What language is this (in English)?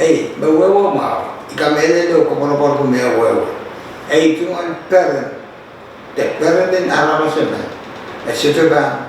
Pohnpeian